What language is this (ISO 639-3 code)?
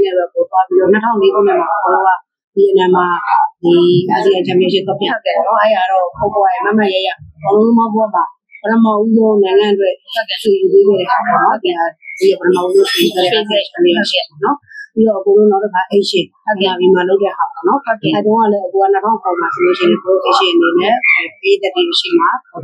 mya